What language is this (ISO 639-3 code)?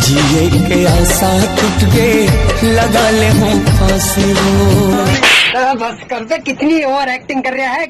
hne